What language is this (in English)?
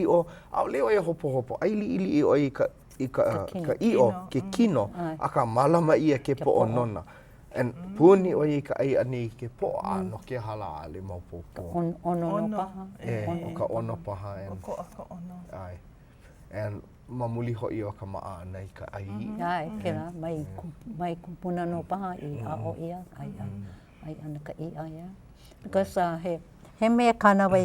Hawaiian